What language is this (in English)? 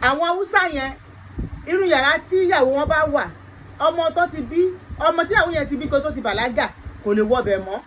Yoruba